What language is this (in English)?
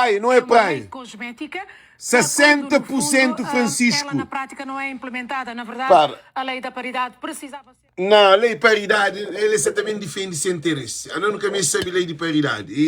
Kabuverdianu